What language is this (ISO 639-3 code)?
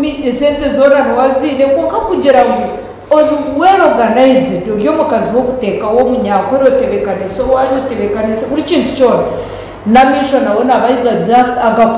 nyn